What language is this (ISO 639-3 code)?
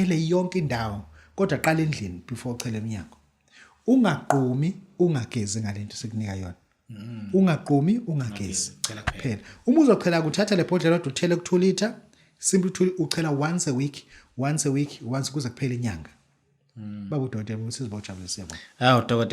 zul